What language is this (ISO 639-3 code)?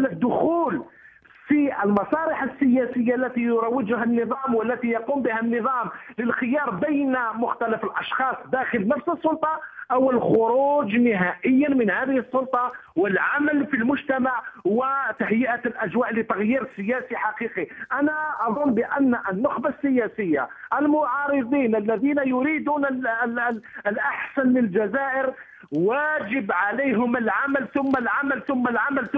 ara